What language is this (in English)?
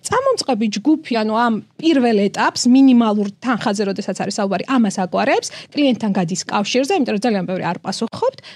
Georgian